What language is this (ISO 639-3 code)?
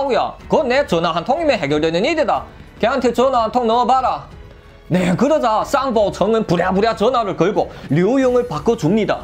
kor